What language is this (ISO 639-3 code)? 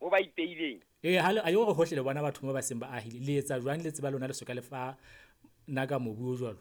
sot